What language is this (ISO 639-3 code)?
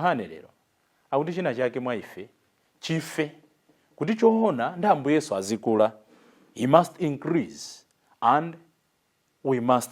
nya